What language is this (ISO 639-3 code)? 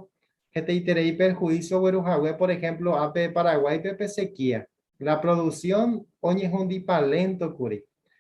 grn